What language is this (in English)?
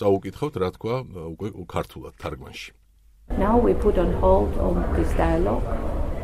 Georgian